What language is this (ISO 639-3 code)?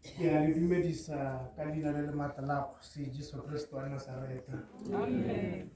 tsn